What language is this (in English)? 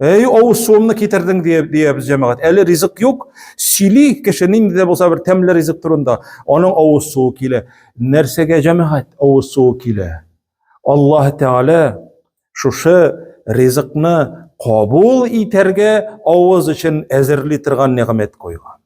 Tatar